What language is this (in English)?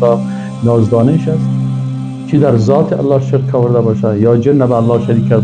Persian